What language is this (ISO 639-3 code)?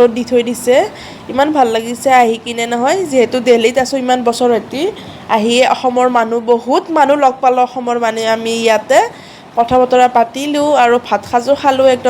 asm